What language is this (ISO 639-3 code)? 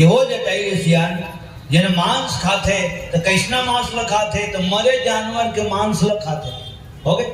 hne